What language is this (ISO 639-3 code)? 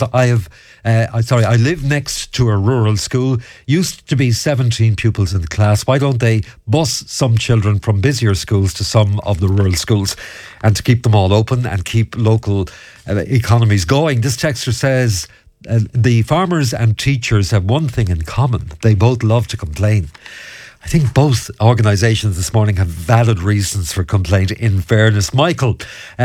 eng